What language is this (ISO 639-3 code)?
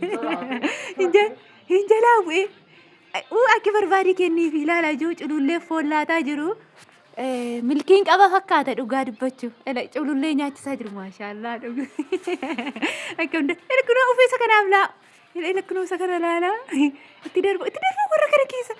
orm